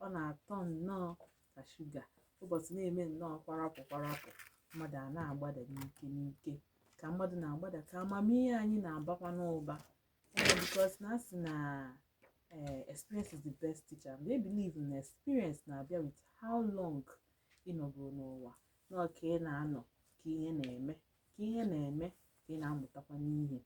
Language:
Igbo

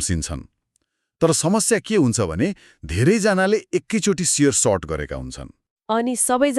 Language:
Nepali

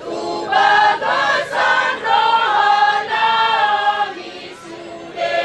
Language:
Batak Toba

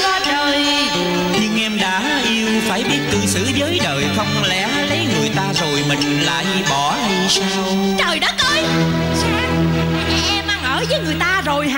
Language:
Vietnamese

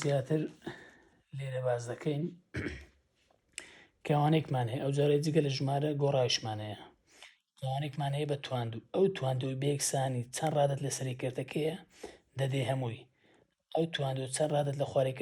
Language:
Central Kurdish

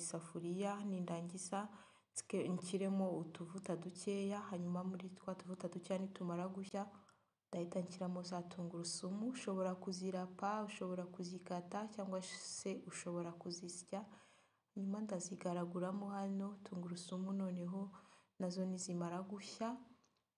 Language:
Kinyarwanda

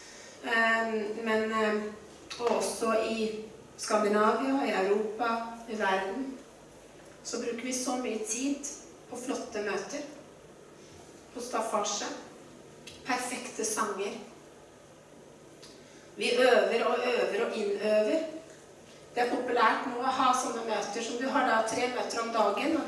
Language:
Norwegian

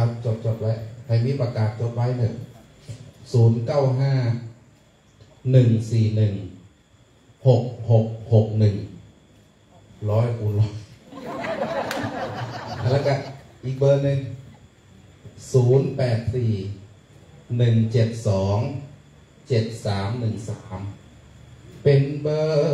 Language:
Thai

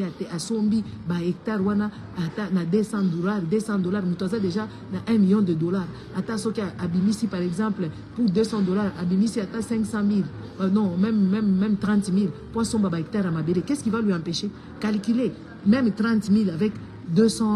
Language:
Lingala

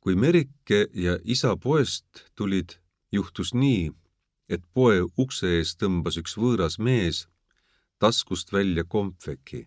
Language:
Estonian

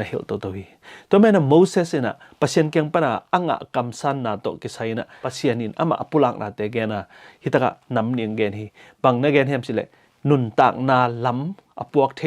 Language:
Tedim Chin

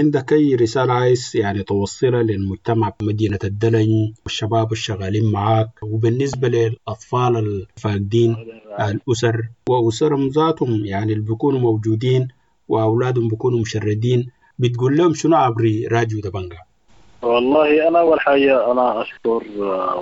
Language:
Sudanese Arabic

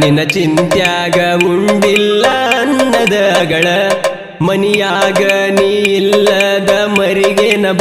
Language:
Kannada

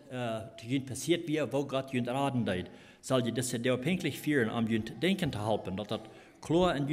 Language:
Plautdietsch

